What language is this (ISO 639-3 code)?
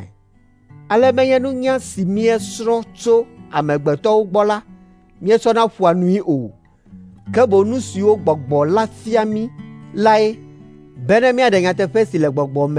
ewe